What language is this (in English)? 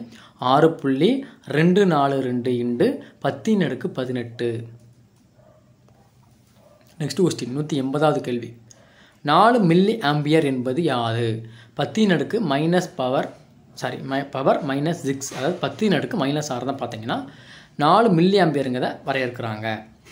Tamil